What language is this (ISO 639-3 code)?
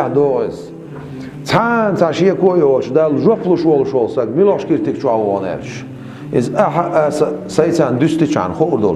che